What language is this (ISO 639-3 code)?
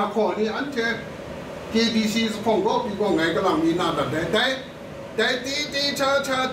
kac